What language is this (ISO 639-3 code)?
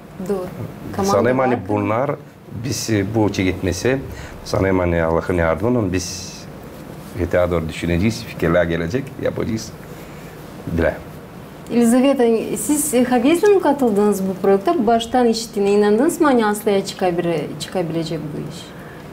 gag